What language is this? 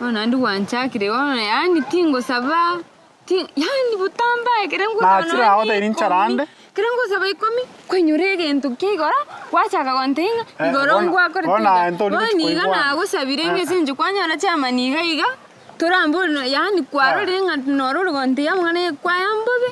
Gusii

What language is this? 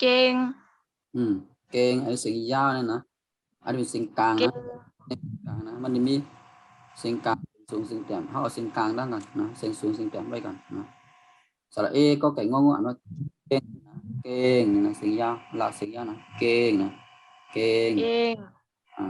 Shan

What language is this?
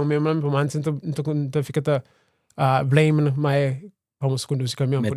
Kabuverdianu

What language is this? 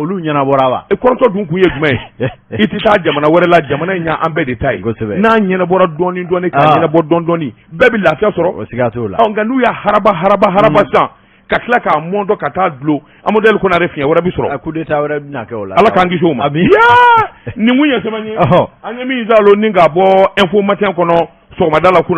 Bambara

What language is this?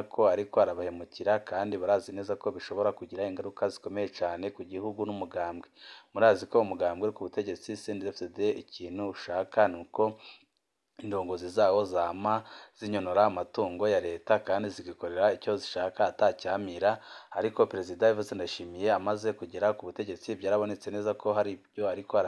Rundi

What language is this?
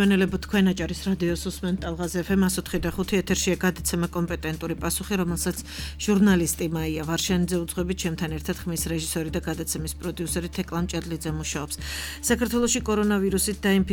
Georgian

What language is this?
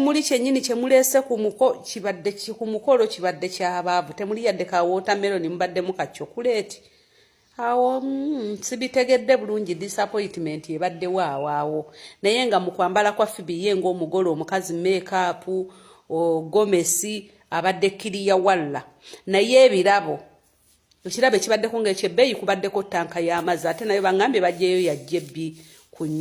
Ganda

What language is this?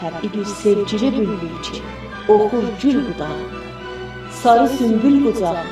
South Azerbaijani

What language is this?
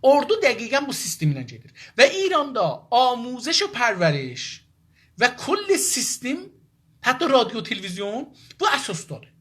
South Azerbaijani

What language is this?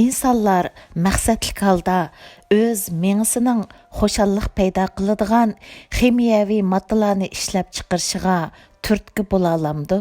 Uyghur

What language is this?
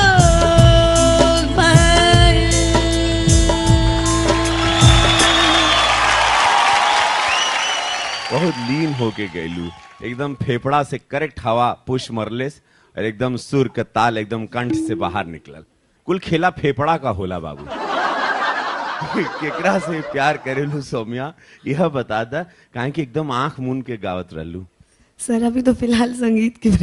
Bhojpuri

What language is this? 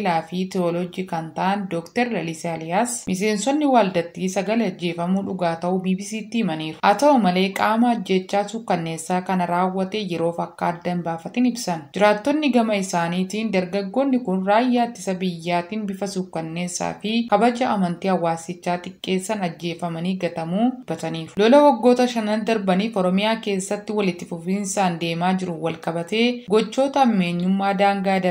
Oromo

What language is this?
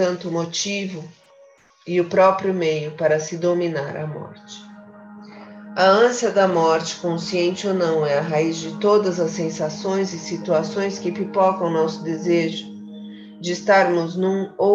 Portuguese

